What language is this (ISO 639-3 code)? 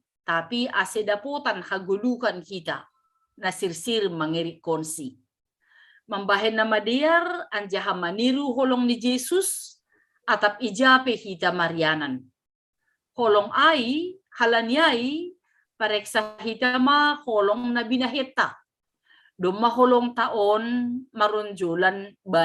bts